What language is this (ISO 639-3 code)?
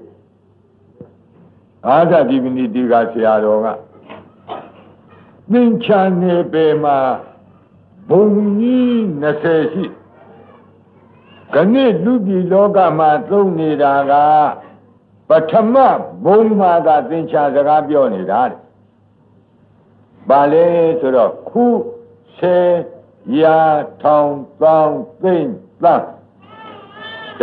mya